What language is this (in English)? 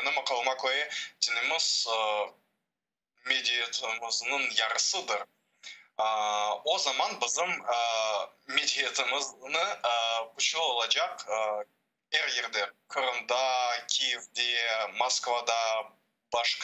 Crimean Tatar